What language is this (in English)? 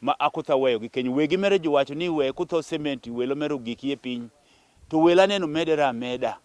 Acoli